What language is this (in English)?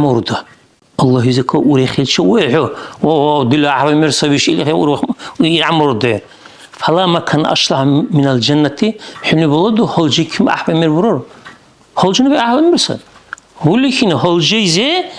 Dargwa